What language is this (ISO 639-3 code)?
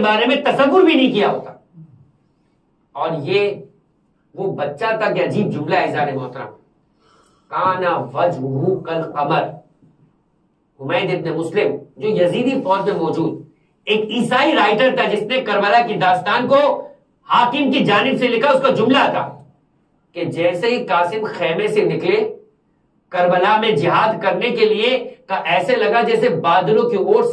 urd